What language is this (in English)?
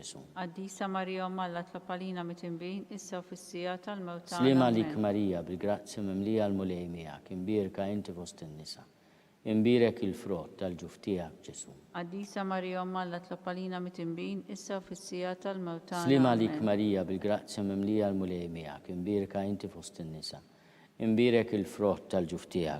Maltese